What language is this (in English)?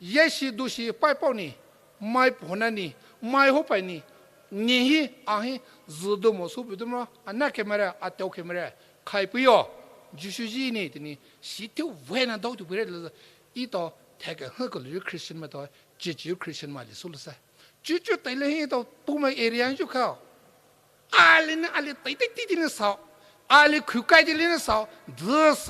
Poumei Naga